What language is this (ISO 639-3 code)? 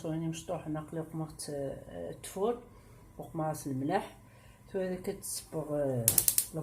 kab